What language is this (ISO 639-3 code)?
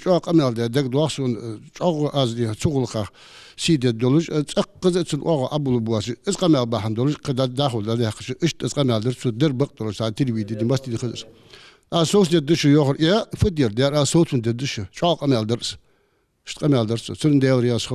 inh